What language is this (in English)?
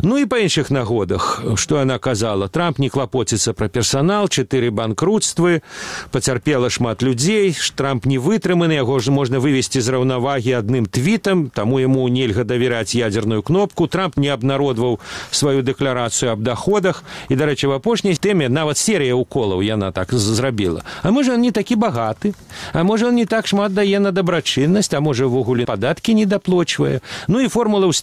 Belarusian